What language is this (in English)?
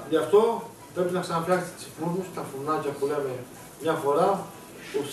Greek